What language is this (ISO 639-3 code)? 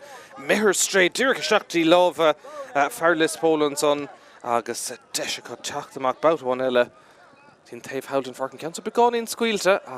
gle